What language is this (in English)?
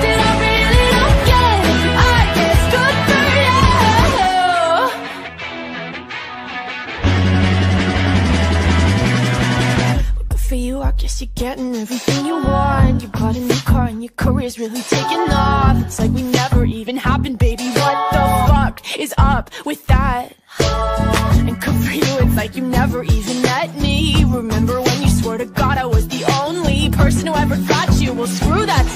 English